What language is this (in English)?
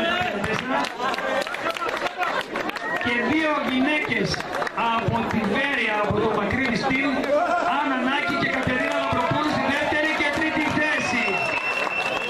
Greek